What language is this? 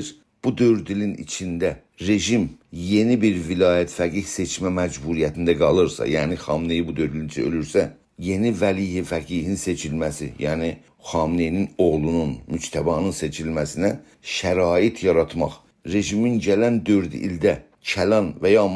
South Azerbaijani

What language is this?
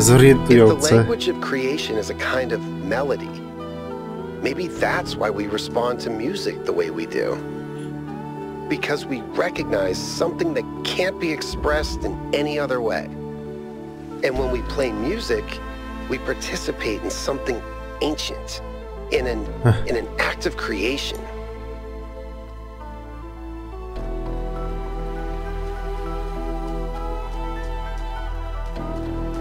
Polish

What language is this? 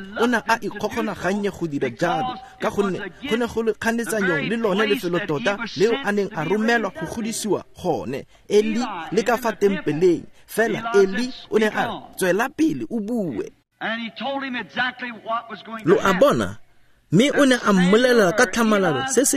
Tswana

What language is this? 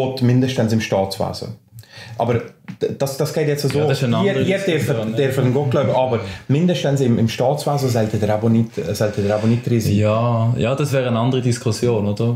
German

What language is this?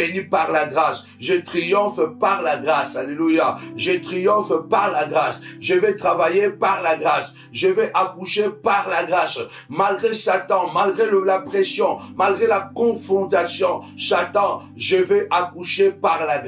French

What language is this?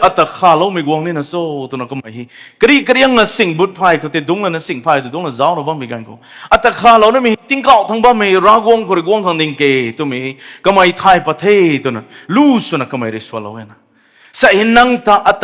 Rongmei Naga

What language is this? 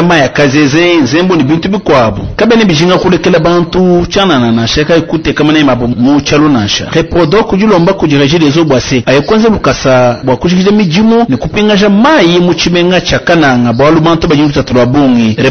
Luba-Lulua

